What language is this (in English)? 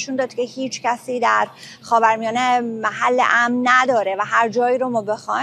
Persian